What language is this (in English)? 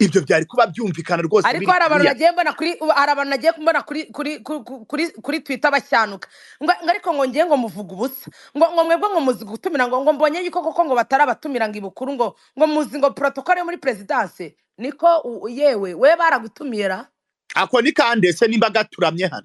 Kinyarwanda